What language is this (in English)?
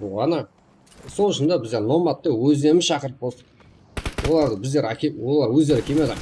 Kara-Kalpak